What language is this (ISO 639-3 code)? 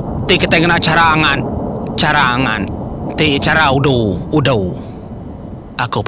iba